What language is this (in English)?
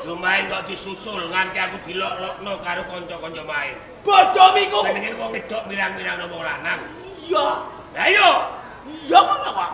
Javanese